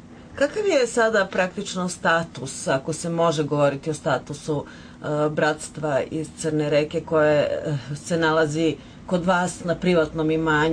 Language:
Serbian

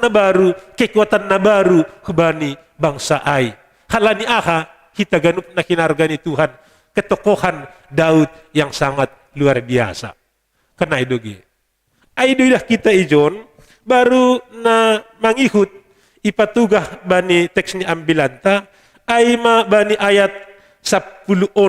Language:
Batak Simalungun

